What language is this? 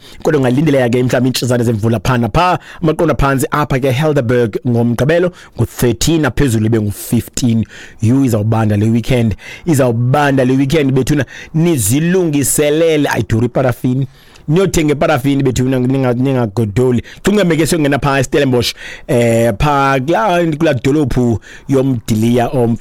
Xhosa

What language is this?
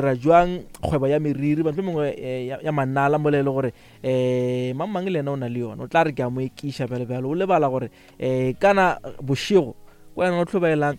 Northern Sotho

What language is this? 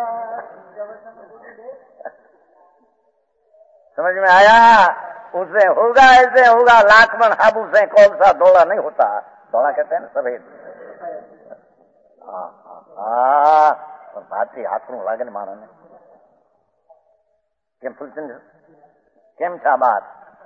Hindi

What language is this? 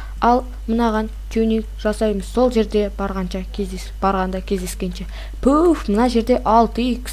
Kazakh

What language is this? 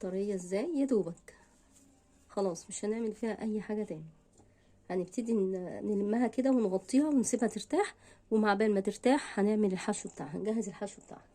Egyptian Arabic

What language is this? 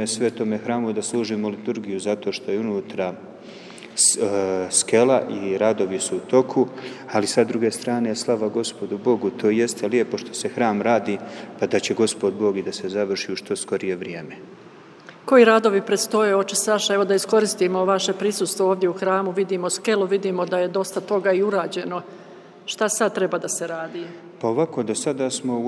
Croatian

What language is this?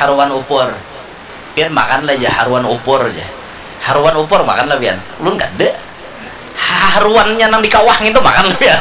Banjar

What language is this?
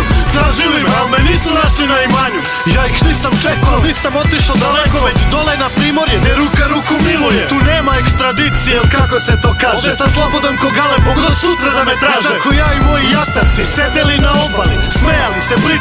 Serbian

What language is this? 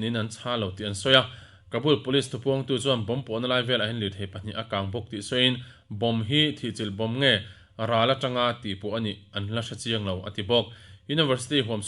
Mizo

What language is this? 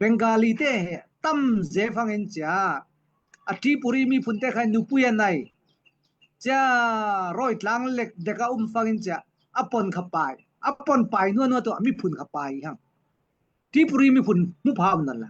Falam Chin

